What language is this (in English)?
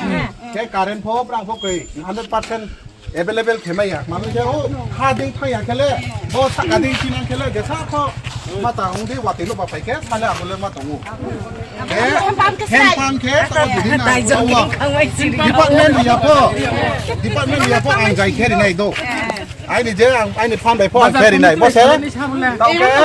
Riang (India)